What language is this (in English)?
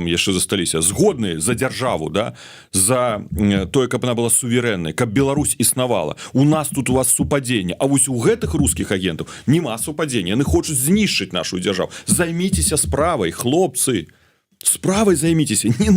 Belarusian